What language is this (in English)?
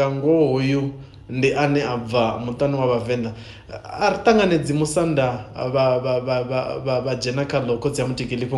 Venda